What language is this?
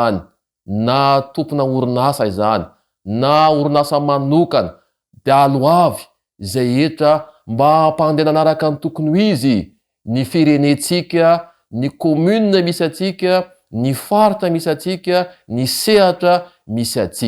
Malagasy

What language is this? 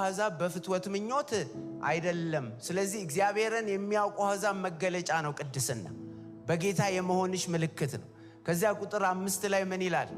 Amharic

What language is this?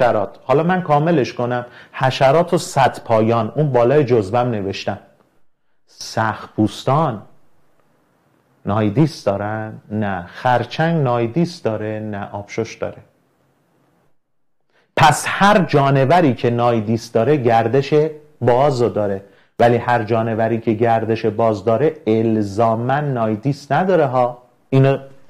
Persian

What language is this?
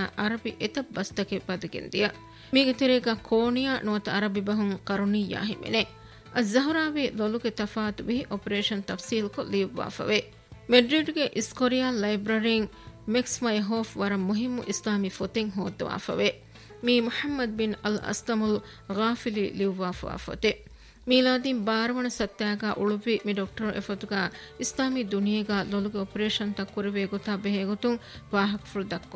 Divehi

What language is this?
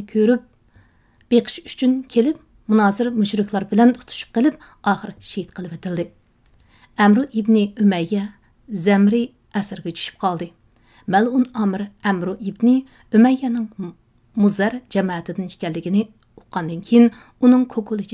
Uyghur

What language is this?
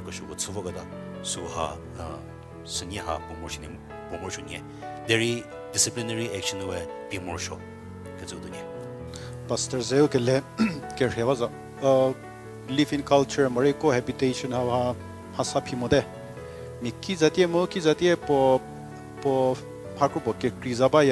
Angami Naga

